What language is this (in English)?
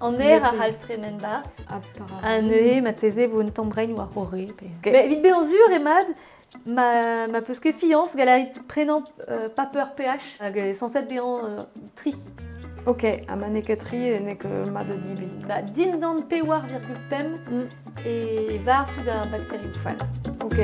Breton